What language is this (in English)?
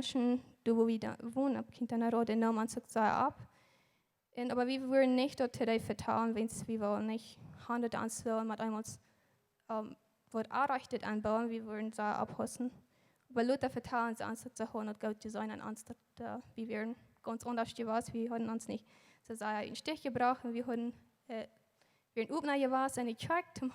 Plautdietsch